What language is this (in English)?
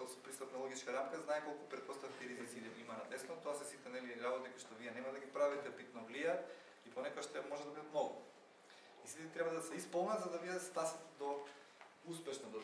Macedonian